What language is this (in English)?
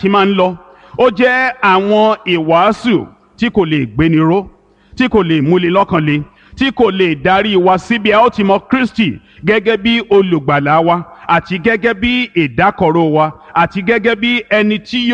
Yoruba